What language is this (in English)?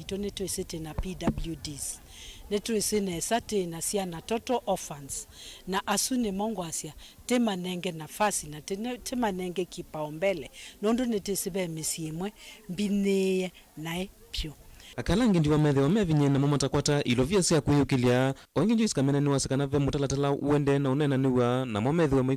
Kamba